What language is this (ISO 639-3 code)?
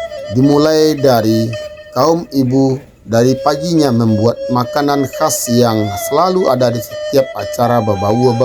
min